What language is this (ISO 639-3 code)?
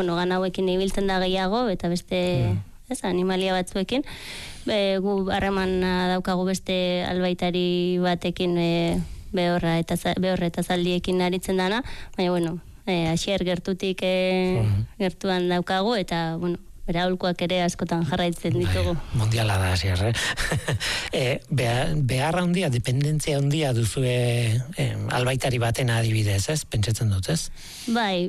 eus